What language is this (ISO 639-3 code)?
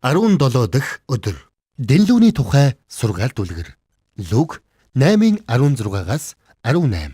mon